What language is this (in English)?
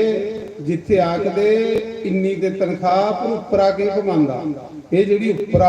Dogri